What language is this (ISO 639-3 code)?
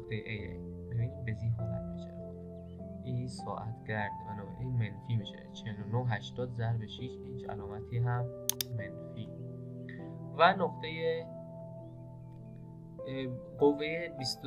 fas